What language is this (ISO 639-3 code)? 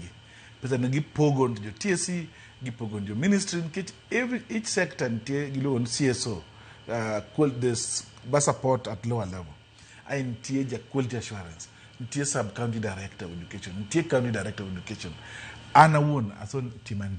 luo